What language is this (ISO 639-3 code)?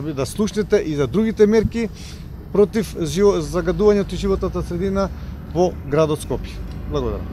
mkd